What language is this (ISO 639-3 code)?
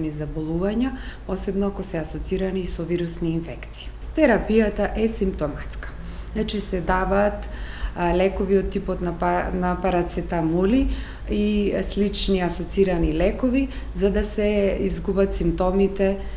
mkd